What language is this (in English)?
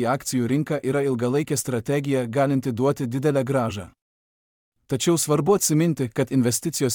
Lithuanian